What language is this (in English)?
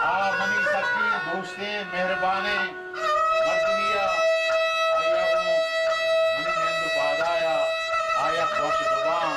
Baluchi